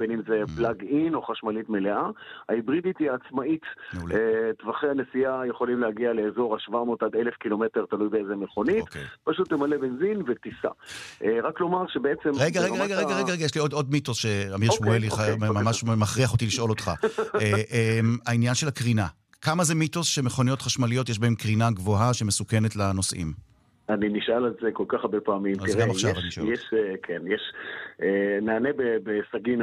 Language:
Hebrew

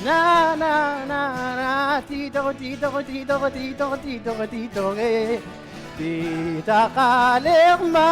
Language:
Inuktitut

